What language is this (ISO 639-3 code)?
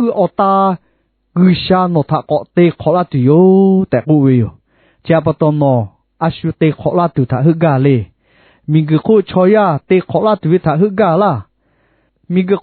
lhu